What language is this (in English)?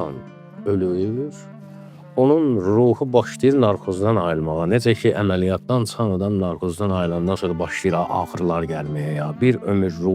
Azerbaijani